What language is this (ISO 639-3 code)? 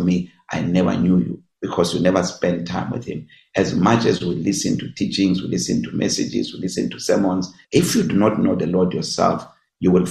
eng